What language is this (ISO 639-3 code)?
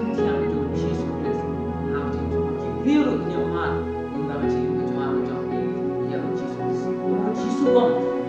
kha